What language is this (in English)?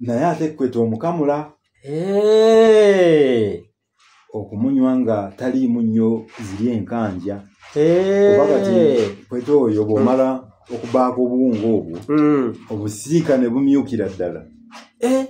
Ganda